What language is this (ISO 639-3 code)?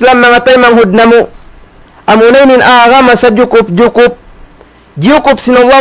tsg